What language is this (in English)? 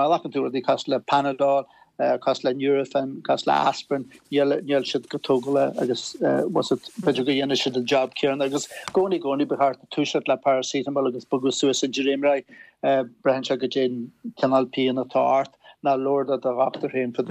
Irish